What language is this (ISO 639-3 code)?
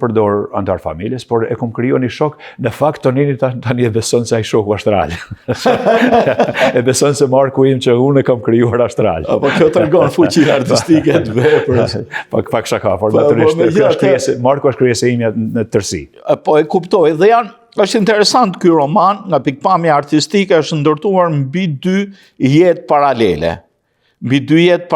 sqi